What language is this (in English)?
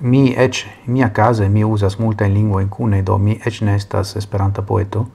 Esperanto